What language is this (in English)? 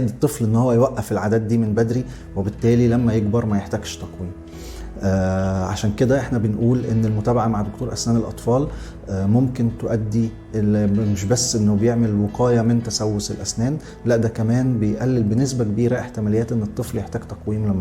Egyptian Arabic